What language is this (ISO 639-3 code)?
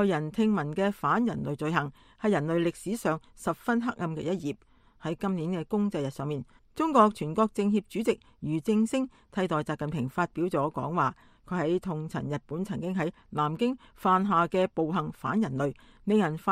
yue